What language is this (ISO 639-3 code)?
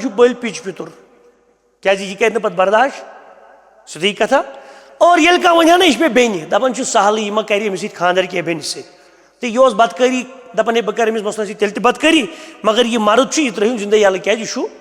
kas